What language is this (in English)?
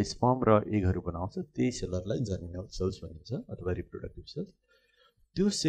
Nepali